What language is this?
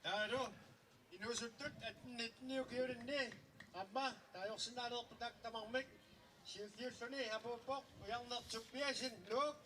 Kalaallisut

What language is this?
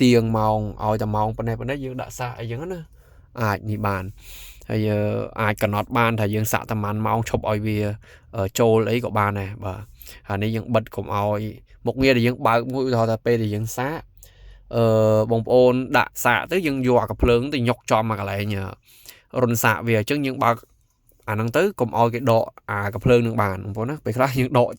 Khmer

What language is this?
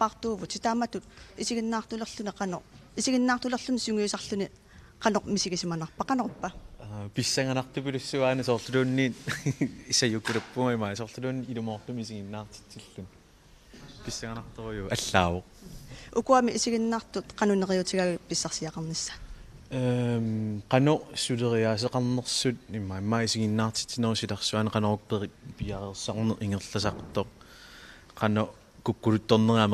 Kalaallisut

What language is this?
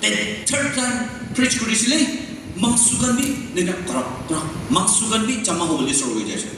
Naga Pidgin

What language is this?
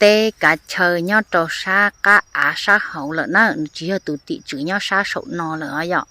Hmong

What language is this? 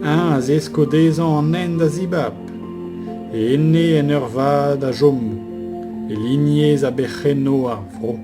Breton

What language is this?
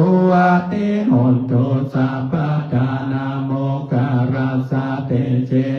Pali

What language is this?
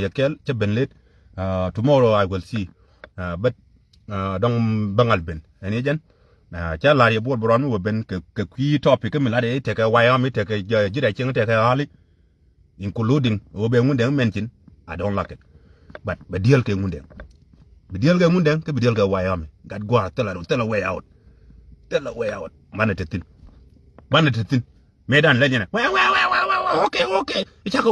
Nuer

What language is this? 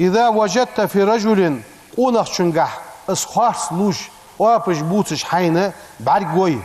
Ingush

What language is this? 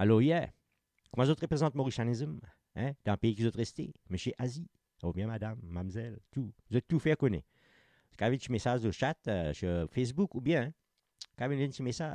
Morisyen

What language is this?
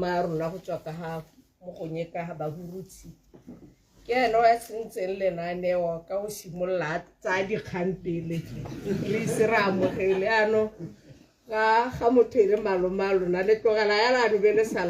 Tswana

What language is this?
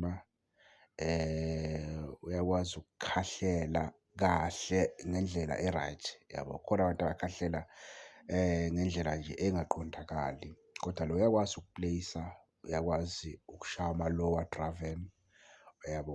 Zulu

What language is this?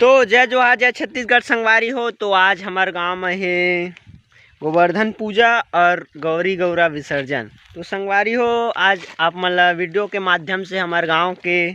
Chhattisgarhi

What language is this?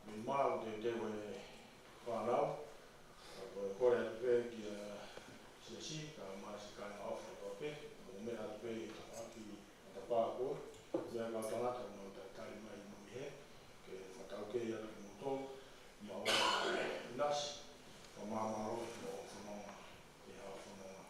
Tongan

